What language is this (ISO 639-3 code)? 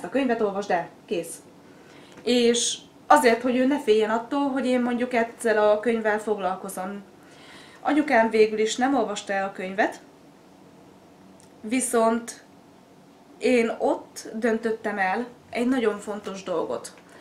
hun